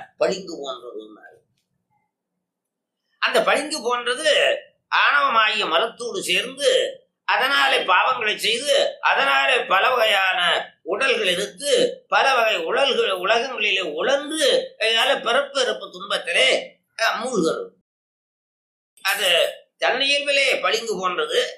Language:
Tamil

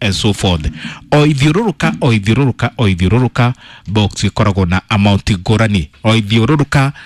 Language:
Kikuyu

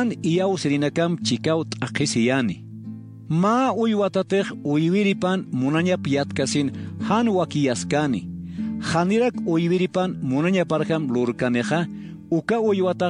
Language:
Aymara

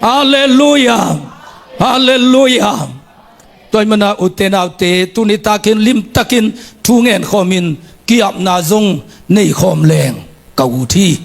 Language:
Tedim Chin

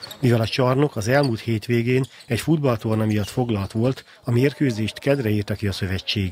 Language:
Hungarian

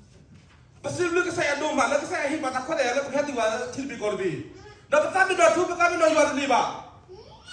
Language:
S'gaw Karen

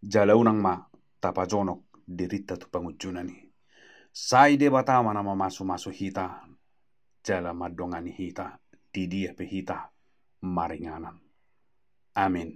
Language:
Batak Toba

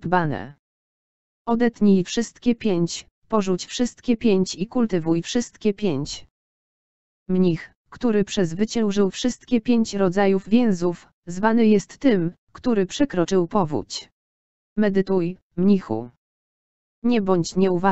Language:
Polish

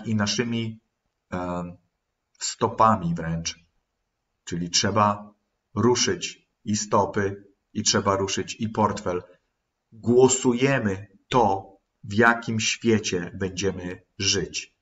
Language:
Polish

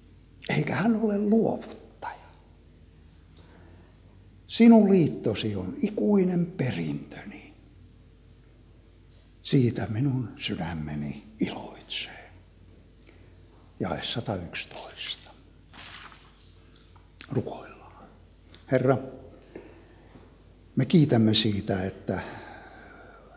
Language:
Finnish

